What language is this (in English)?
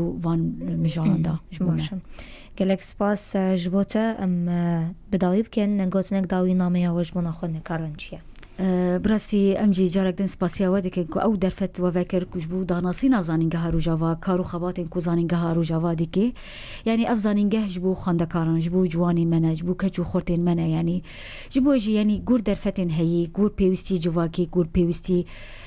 Kurdish